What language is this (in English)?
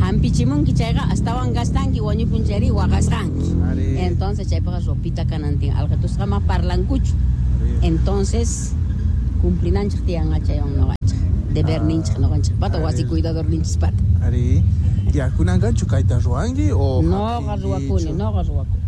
South Bolivian Quechua